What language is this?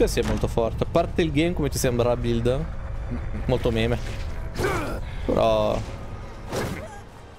Italian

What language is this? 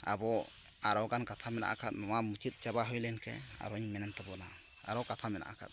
Santali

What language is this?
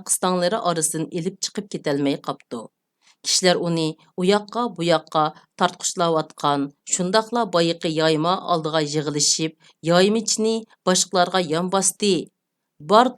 Uyghur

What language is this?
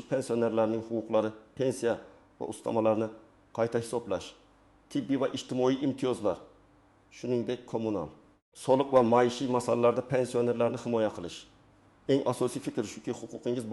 Uzbek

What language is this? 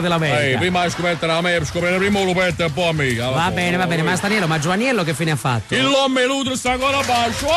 Neapolitan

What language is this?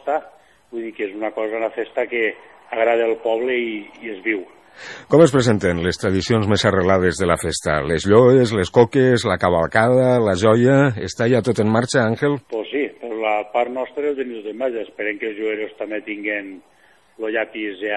Catalan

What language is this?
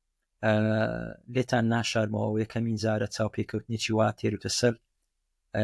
Central Kurdish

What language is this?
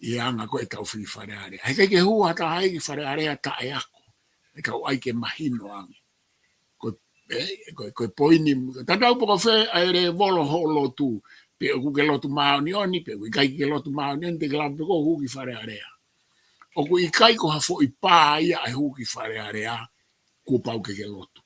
Tongan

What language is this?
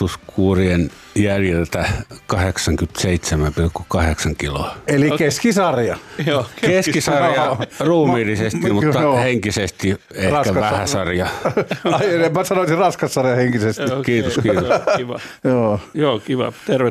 Finnish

